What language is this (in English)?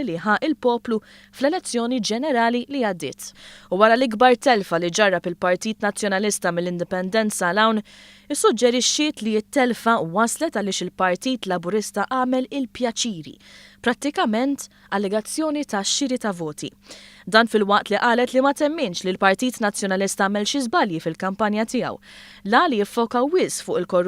Maltese